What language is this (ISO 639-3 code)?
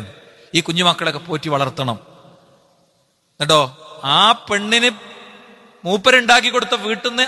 mal